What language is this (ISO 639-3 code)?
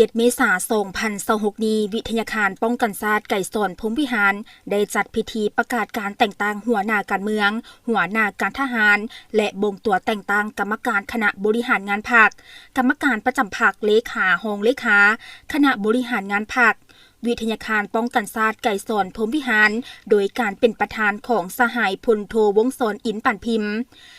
lao